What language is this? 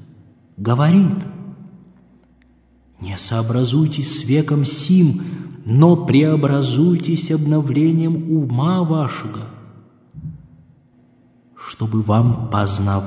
Russian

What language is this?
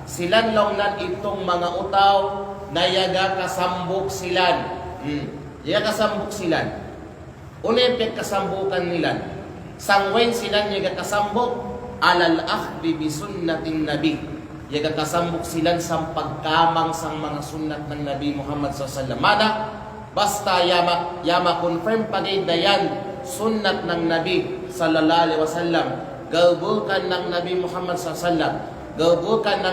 Kalagan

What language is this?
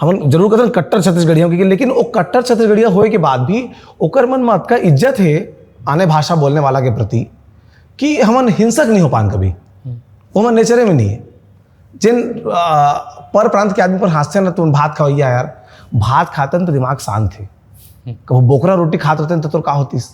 Chhattisgarhi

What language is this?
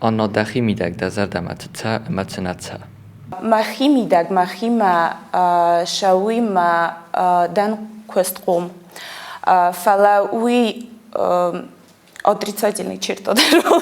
Ossetic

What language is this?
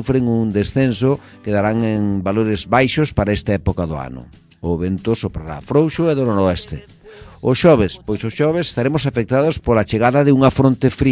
Galician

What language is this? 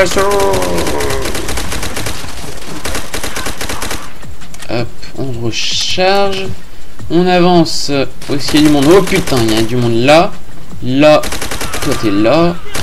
French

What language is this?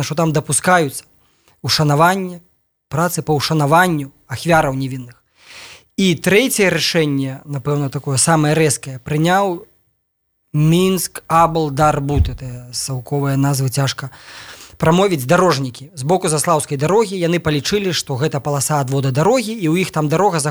Belarusian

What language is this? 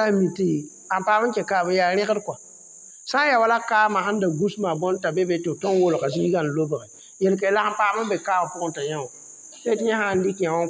Mossi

